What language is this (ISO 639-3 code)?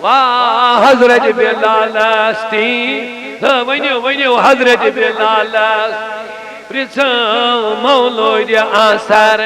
kas